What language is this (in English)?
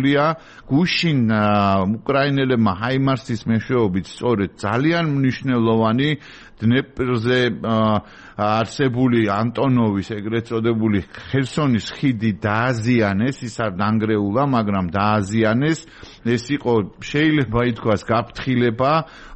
Georgian